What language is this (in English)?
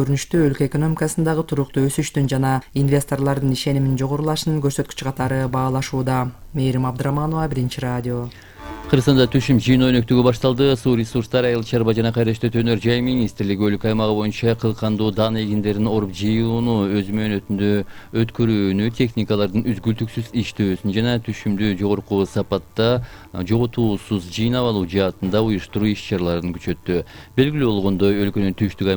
Kyrgyz